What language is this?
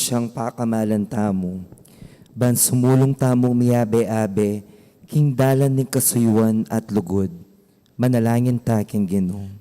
Pampanga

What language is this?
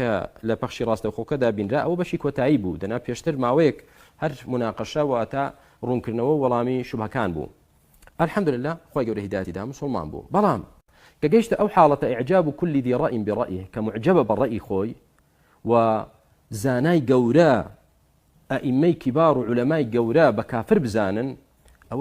Central Kurdish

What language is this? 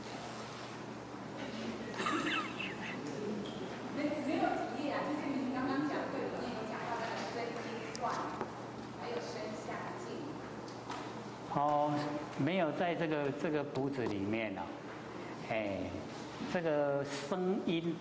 Chinese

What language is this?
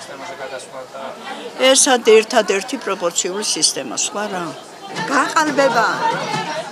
Georgian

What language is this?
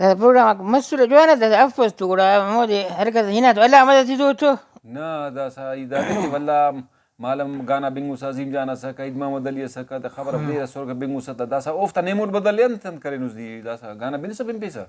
Brahui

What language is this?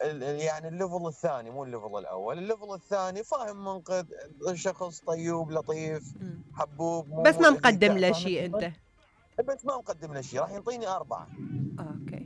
Mesopotamian Arabic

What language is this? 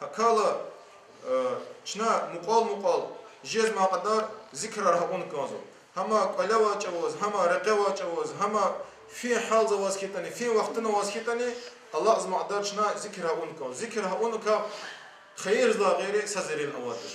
Lezghian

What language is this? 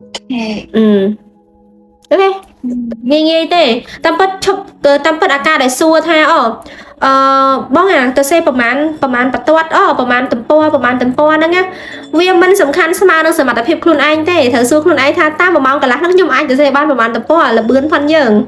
Khmer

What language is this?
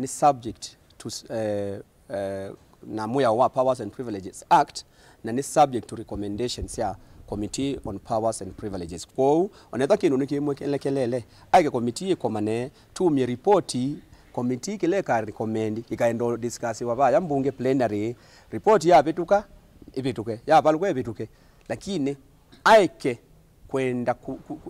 Kamba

